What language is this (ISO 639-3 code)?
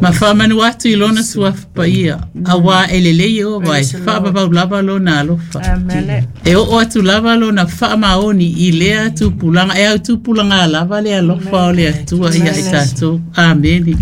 smo